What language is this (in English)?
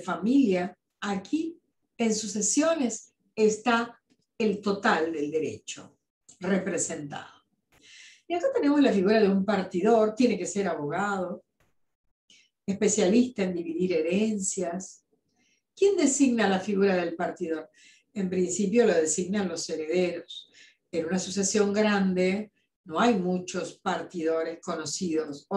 Spanish